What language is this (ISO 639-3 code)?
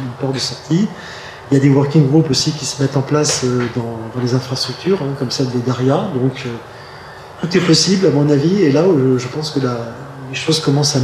fra